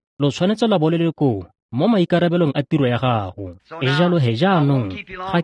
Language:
Tswana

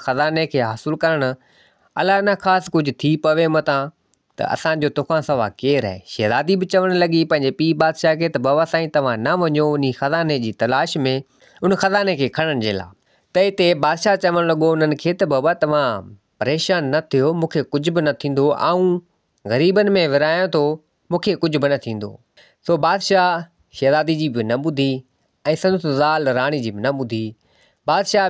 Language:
Sindhi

